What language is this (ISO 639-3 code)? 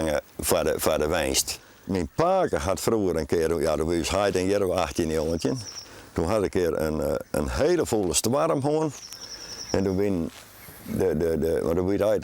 fry